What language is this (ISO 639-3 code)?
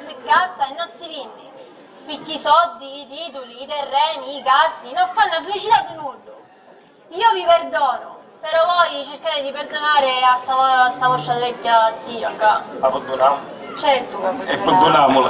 scn